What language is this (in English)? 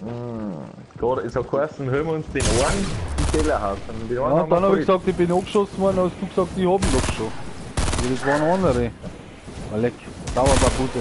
Bavarian